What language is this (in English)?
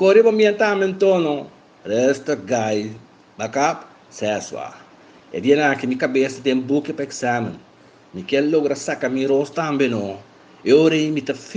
Papiamento